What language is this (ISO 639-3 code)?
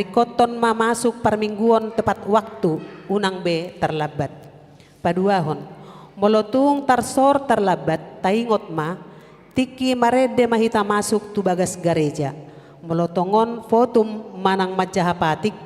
bbc